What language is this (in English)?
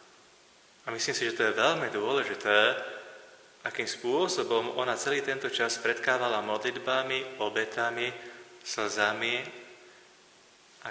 Slovak